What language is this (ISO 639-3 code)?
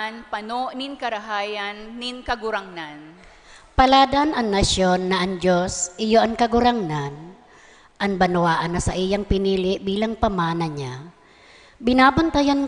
bik